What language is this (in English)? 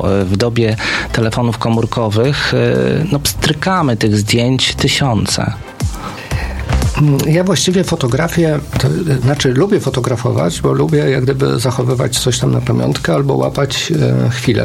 Polish